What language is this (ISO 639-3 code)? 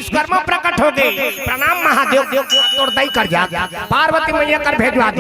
hne